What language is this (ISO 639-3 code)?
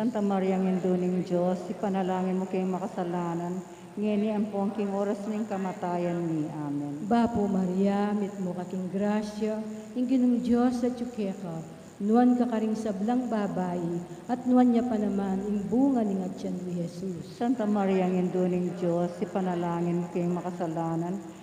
pam